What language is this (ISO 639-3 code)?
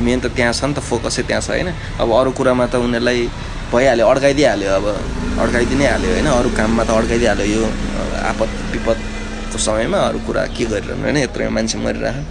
nep